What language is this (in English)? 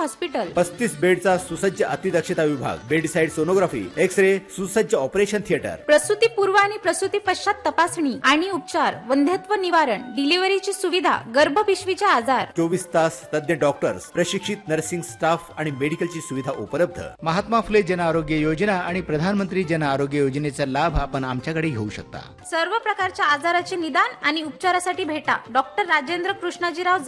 Marathi